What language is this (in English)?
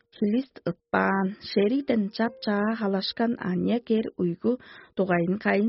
Tuvinian